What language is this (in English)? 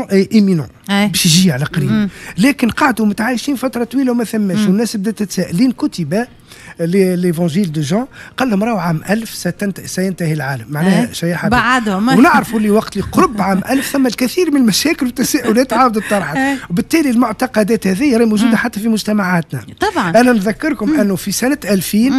Tunisian Arabic